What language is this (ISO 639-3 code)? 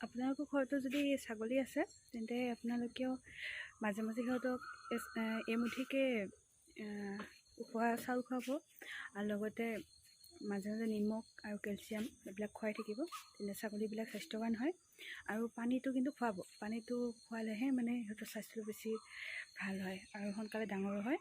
asm